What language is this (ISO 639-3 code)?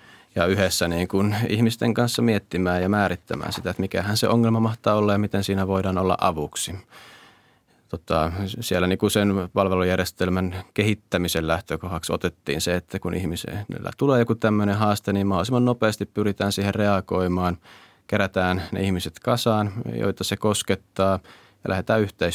fin